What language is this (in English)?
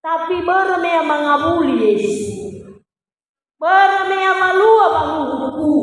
Nias